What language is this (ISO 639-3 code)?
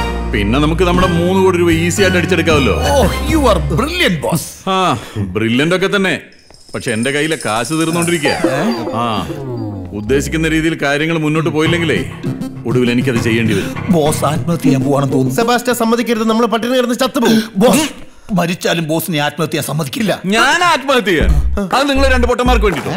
mal